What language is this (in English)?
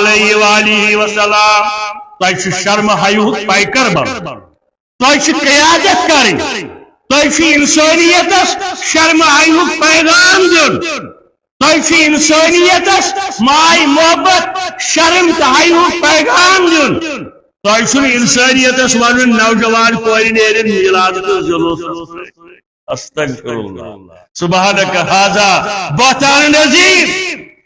Kashmiri